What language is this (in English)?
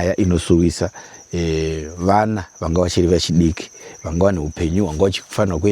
Shona